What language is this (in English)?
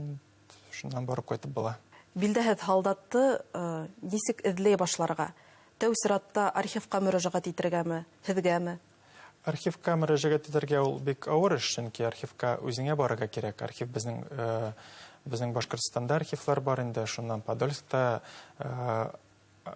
Bashkir